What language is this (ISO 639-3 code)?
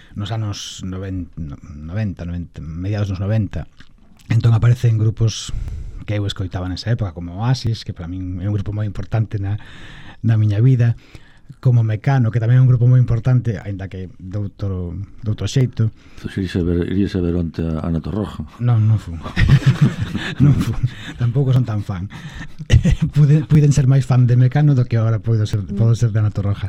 glg